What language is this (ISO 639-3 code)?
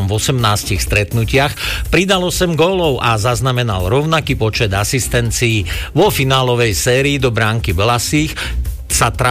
slk